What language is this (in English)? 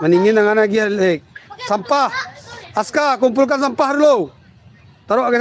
Minangkabau